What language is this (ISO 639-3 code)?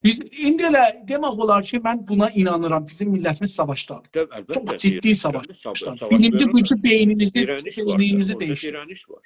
azb